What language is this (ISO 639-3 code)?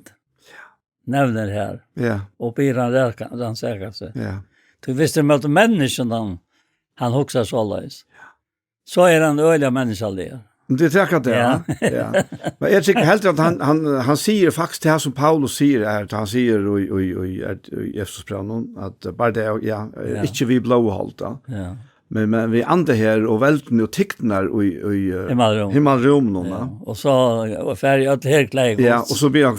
fao